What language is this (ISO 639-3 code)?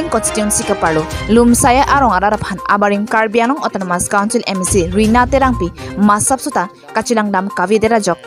mjw